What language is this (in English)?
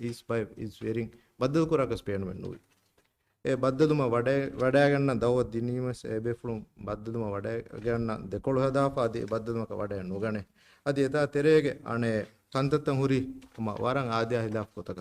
Divehi